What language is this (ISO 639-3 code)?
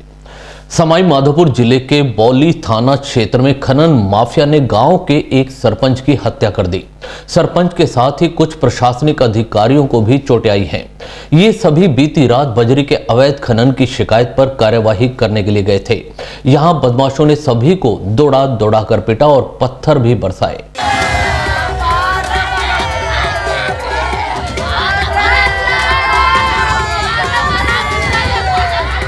hin